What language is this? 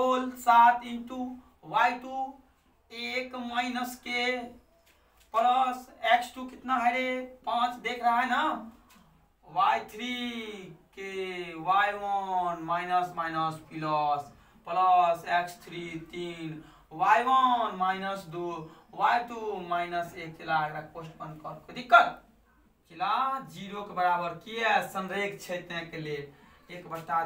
Hindi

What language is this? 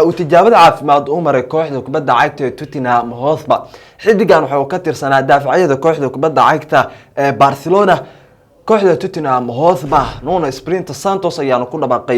Somali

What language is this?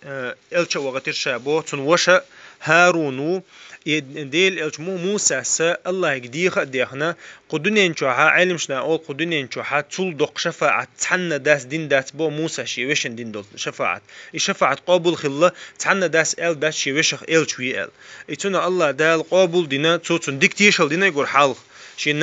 Chechen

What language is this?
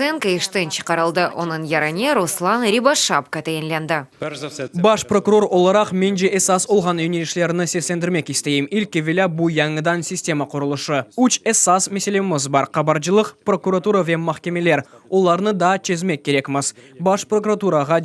Crimean Tatar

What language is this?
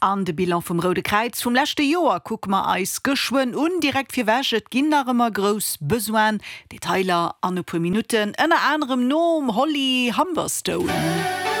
Luxembourgish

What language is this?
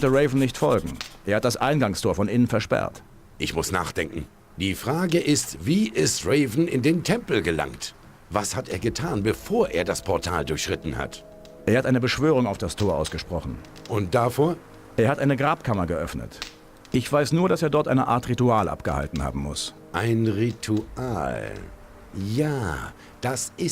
Bavarian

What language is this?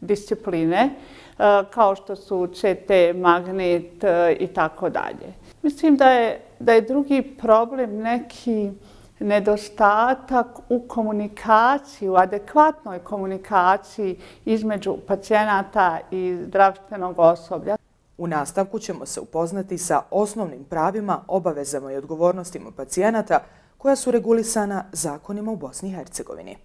Bosnian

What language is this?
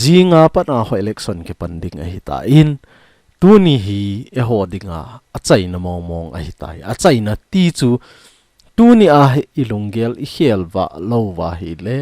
Thado Chin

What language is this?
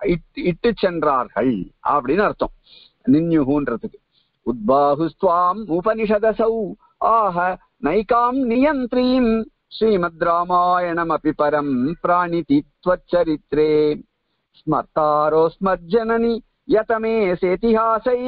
Tamil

